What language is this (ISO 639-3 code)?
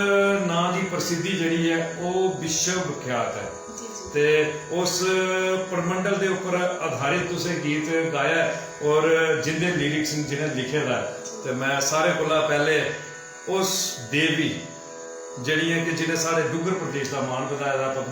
doi